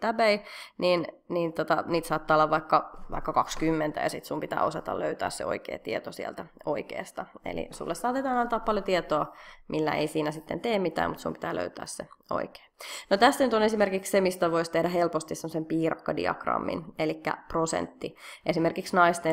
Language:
Finnish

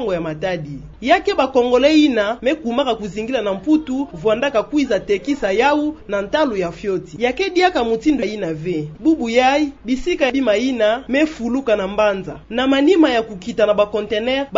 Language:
Kituba (Democratic Republic of Congo)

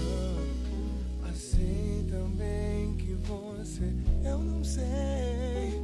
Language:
Portuguese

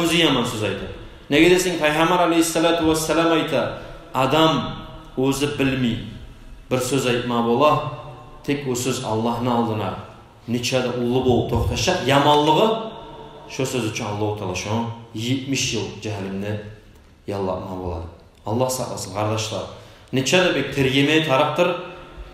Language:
Kumyk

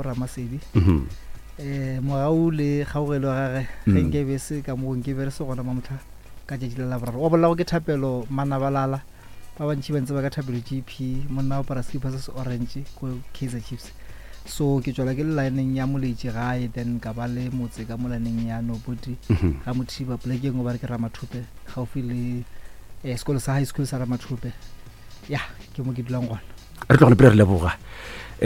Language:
Northern Sotho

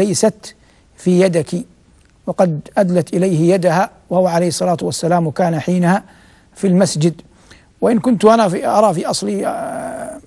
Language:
Arabic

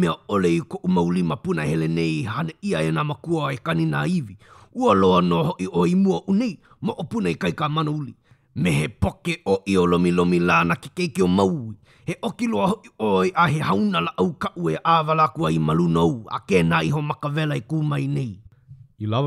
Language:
Hawaiian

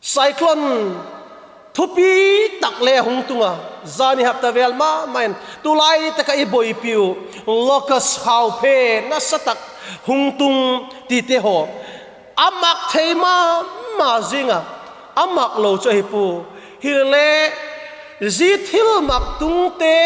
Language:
Vaiphei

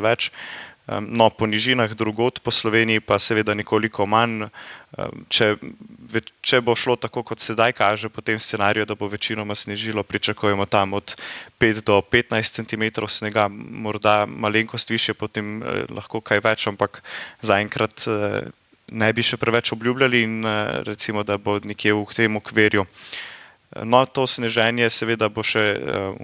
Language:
Slovenian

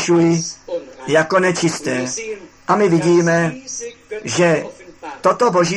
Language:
Czech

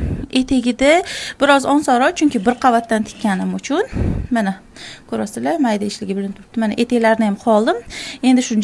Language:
Uzbek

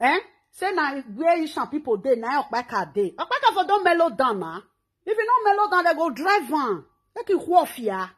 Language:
Nigerian Pidgin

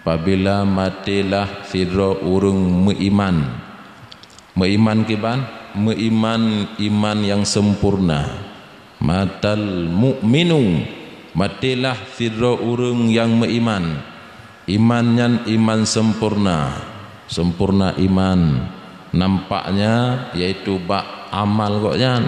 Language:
Achinese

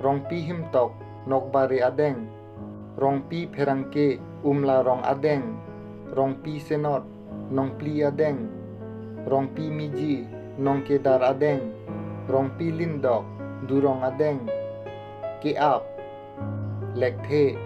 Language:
Karbi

